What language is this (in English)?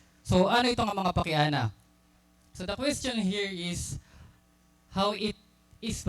Waray